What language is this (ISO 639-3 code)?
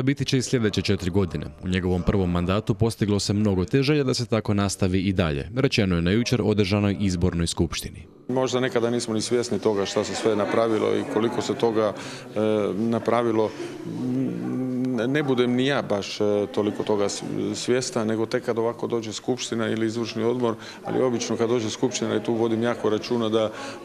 hrv